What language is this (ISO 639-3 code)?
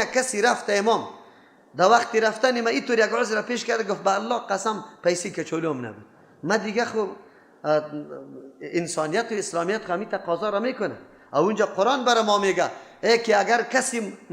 fas